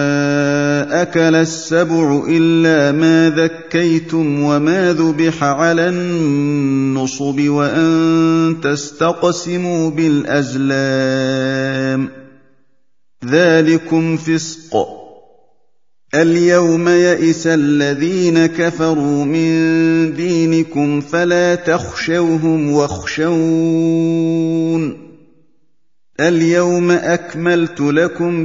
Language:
Arabic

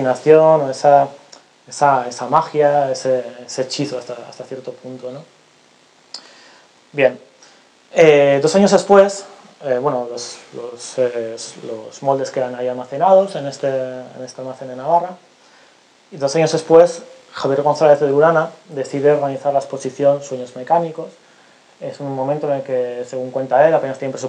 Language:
Spanish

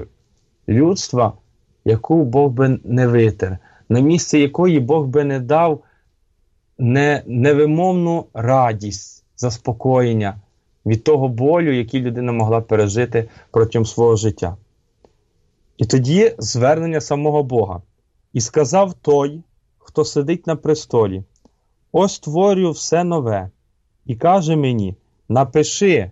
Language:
Ukrainian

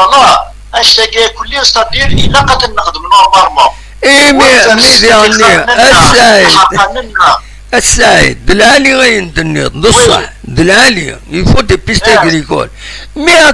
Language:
Kabyle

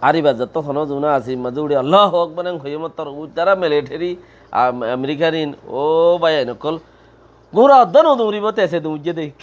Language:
Rohingya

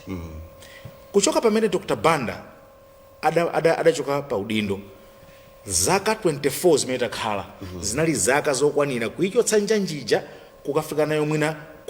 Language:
Nyanja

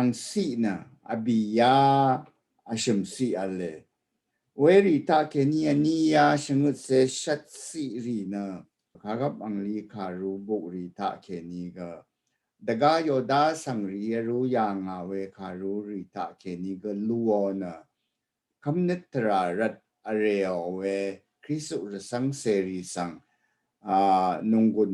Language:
Rawang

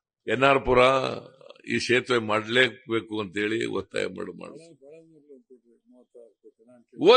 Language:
Kannada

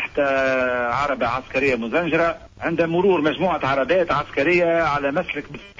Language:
Tunisian Arabic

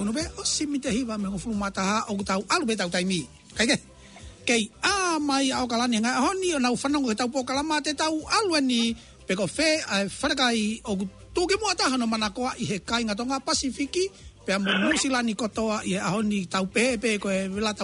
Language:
Tongan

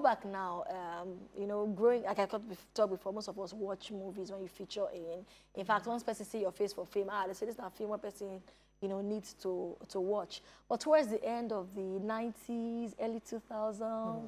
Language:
Nigerian Pidgin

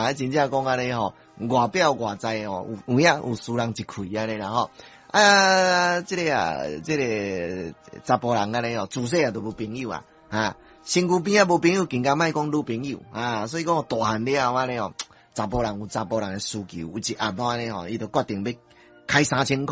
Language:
Min Nan Chinese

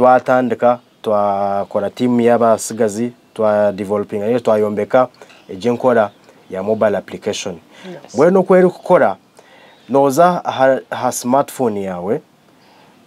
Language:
Nyankole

